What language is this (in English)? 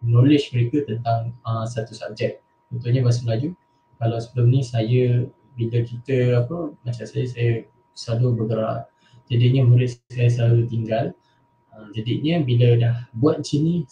Malay